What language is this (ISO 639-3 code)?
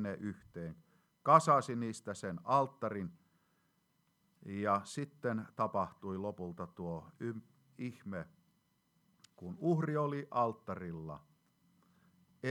fin